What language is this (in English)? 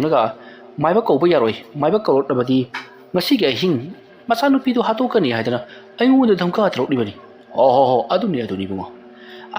Manipuri